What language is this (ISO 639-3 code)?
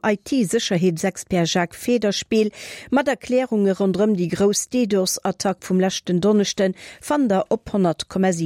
ltz